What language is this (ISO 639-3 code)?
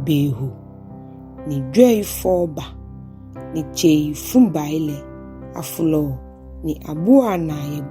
gaa